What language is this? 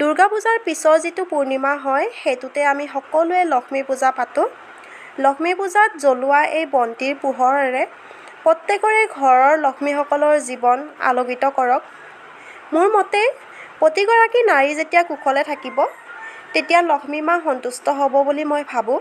Assamese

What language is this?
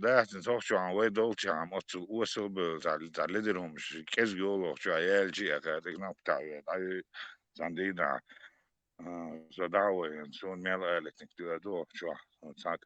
Chechen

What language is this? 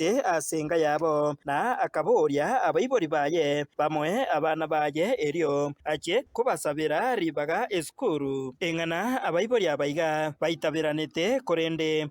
Gusii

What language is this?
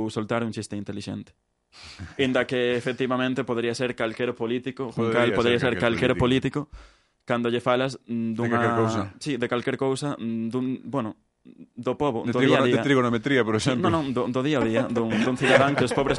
Galician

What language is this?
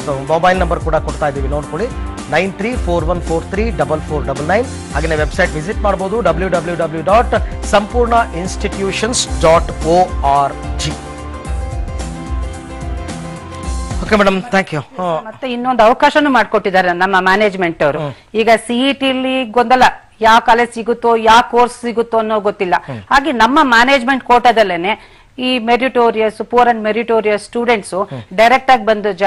Kannada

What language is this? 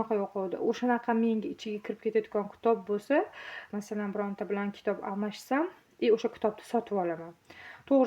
Uzbek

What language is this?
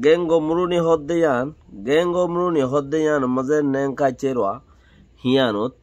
Rohingya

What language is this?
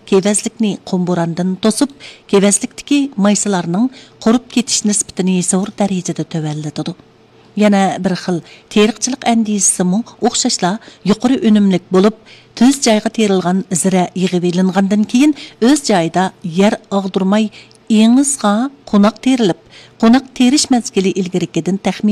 Uyghur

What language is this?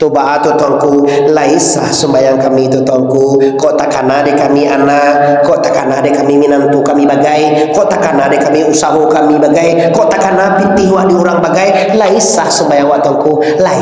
Minangkabau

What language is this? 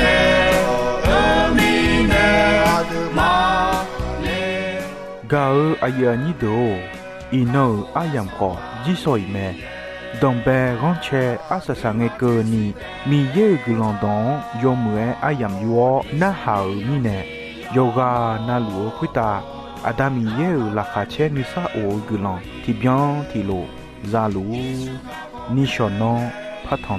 Akha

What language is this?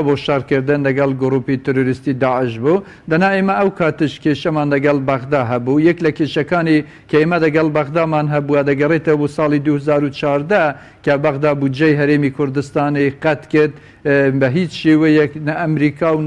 Central Kurdish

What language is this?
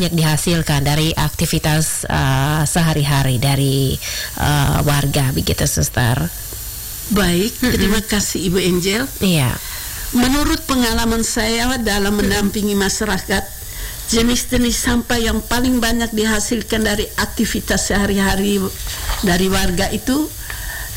Indonesian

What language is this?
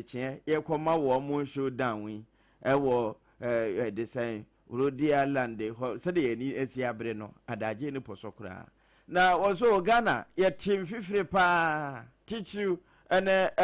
Akan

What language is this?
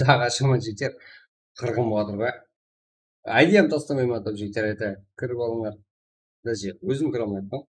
Kara-Kalpak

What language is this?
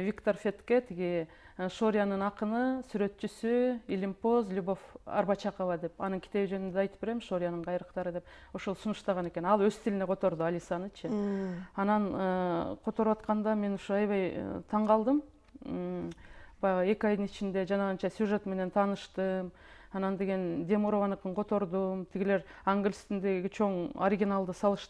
Kyrgyz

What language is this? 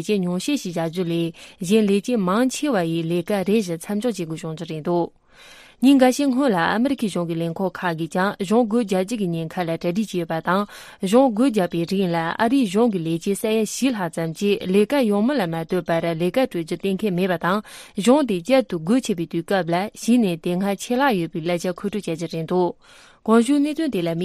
Tibetan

